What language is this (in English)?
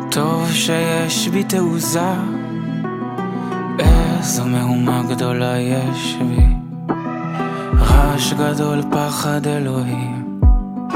Hebrew